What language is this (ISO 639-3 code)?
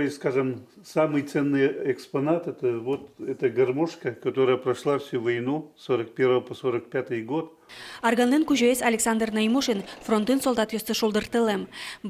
udm